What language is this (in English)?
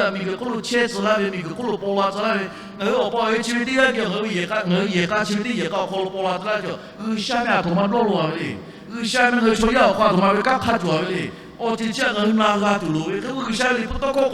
Lahu